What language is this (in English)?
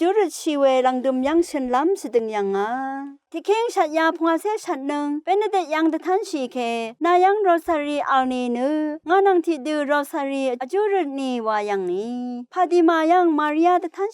Rawang